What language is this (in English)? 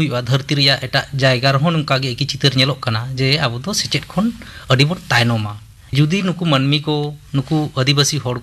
Santali